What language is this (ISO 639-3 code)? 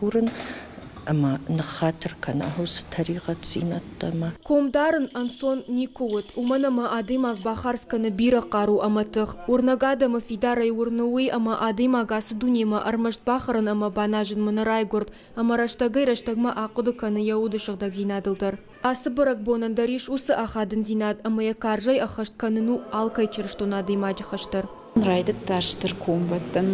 oss